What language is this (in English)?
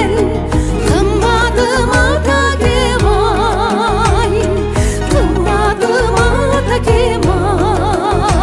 Kyrgyz